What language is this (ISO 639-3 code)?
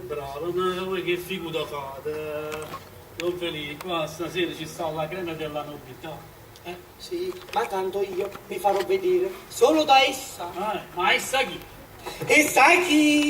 nap